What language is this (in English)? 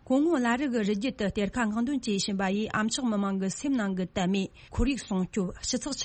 Tibetan